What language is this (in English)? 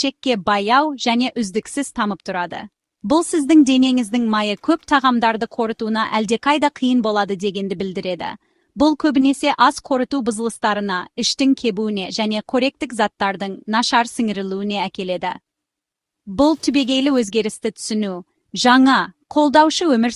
Kazakh